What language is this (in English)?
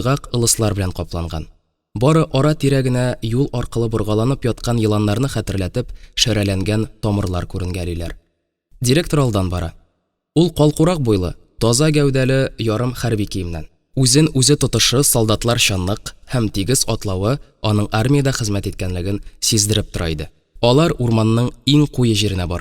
Tatar